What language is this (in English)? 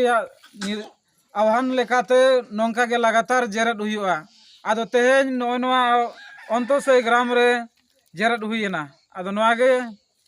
Santali